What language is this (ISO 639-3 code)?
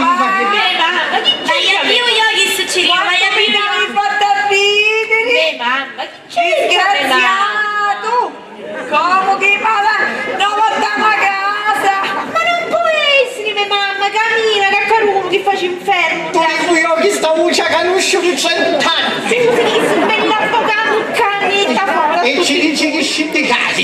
scn